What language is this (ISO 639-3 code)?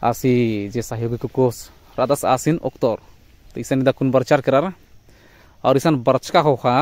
kru